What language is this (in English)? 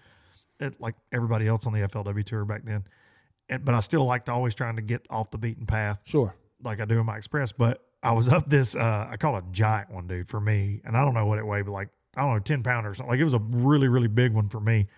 English